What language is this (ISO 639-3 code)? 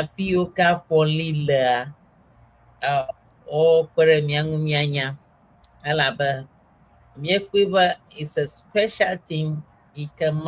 ewe